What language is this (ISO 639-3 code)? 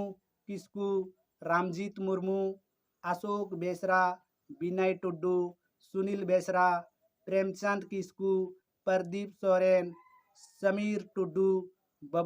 sat